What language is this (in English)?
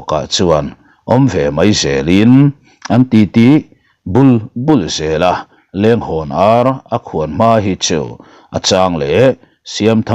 Mizo